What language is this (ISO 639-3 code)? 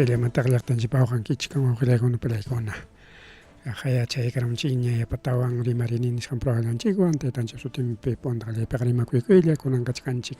quy